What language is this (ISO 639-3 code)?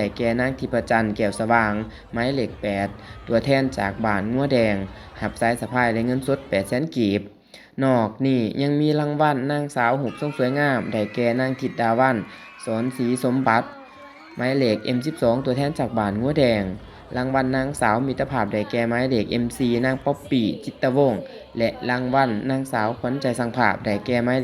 lao